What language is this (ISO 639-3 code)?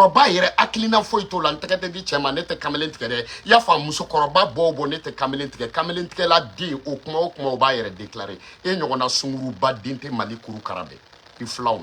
bam